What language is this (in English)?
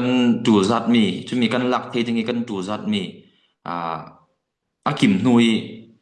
Falam Chin